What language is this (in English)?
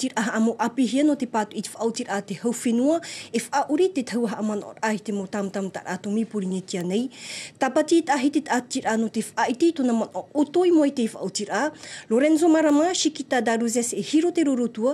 Tahitian